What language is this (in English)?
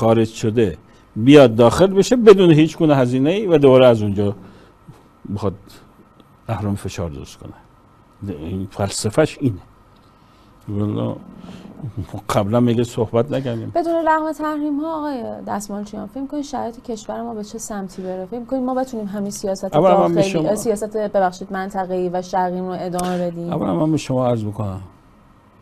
Persian